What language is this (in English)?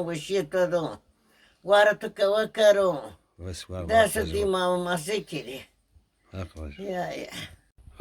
Zaza